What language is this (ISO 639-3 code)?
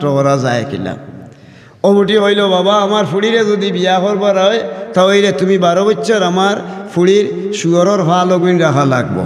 syl